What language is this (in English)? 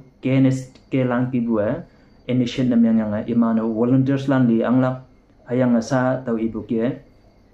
Konyak Naga